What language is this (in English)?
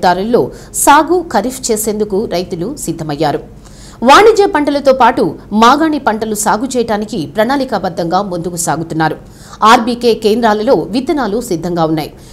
Telugu